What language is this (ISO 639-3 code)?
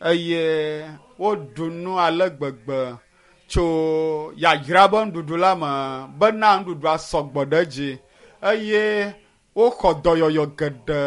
ewe